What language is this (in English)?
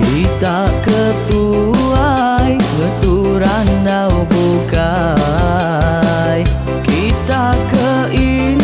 Iban